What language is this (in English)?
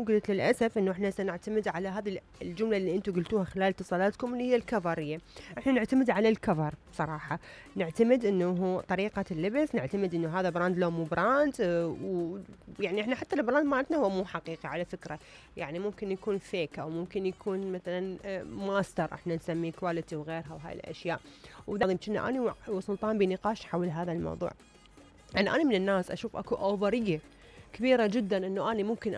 Mesopotamian Arabic